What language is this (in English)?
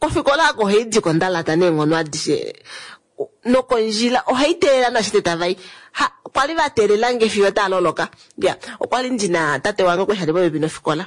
Kuanyama